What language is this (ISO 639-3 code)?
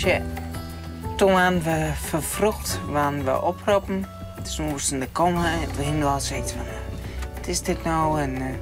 fry